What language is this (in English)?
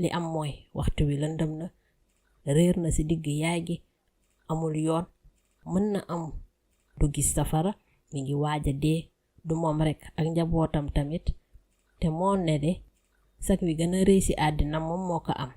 Wolof